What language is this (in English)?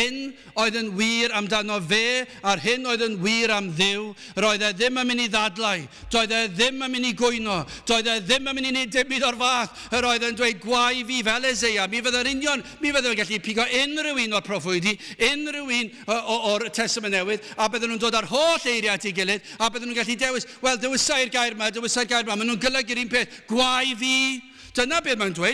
Welsh